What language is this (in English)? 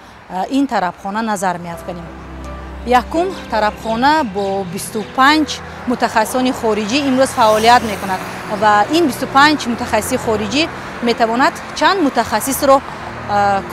Tajik